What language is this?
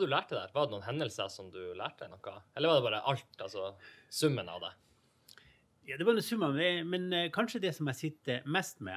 Norwegian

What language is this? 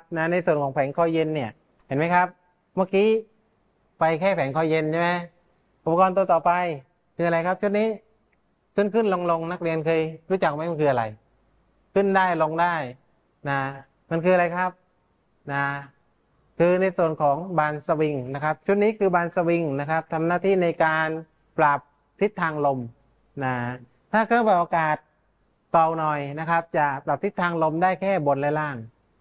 Thai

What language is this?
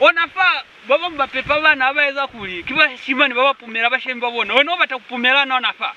Lozi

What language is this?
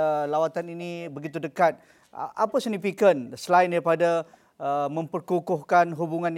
Malay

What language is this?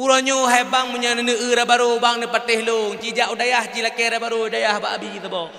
Achinese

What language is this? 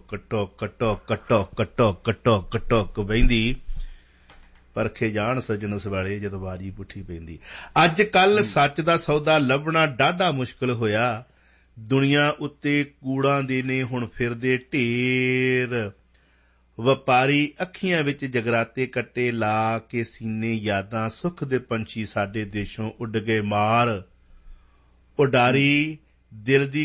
Punjabi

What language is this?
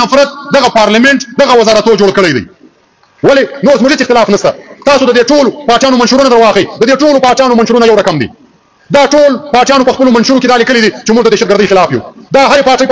Pashto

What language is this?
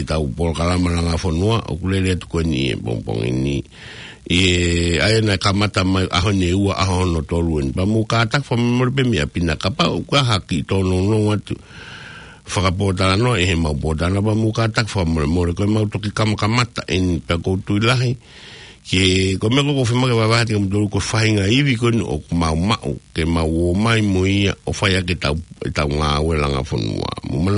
Tongan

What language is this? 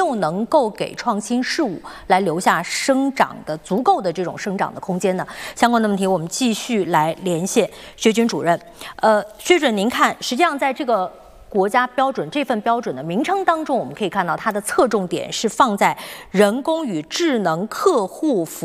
Chinese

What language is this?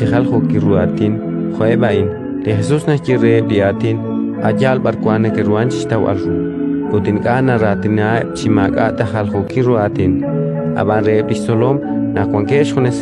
Kekchí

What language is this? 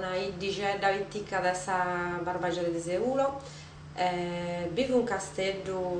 Sardinian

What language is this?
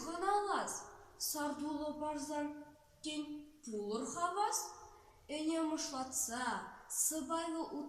Chuvash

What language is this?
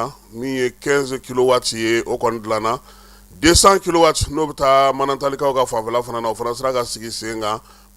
Bambara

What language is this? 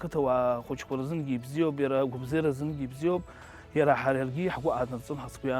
Abkhazian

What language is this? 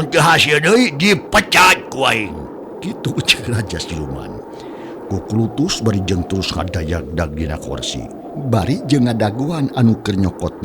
Sundanese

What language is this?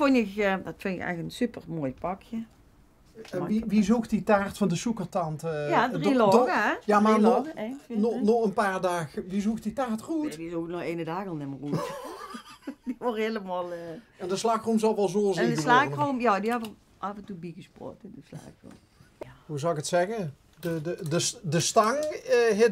Limburgish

